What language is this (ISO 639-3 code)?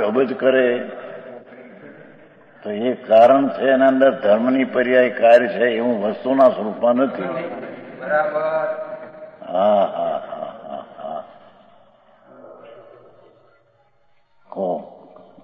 guj